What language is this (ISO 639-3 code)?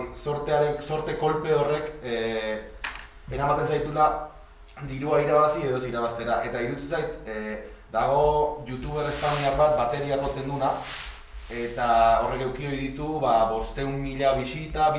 eus